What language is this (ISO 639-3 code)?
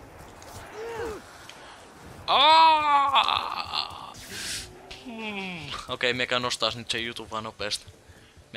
fin